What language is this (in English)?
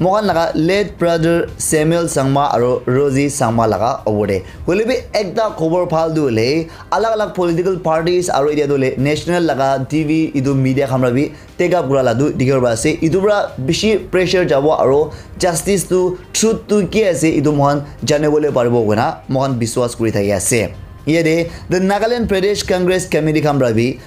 Naga Pidgin